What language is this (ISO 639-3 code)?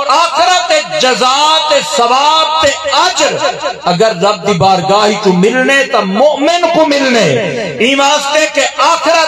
skr